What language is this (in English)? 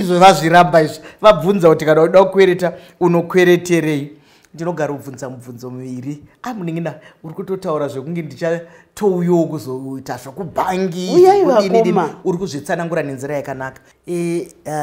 Shona